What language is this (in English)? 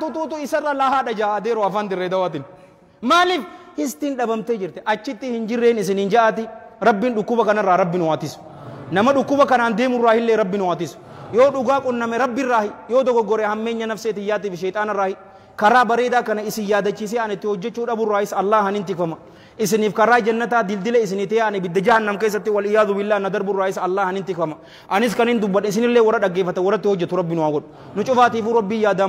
Oromo